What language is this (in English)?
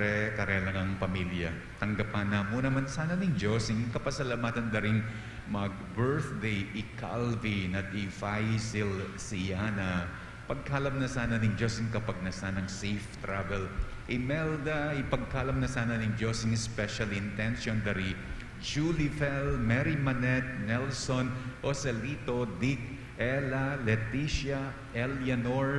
Pampanga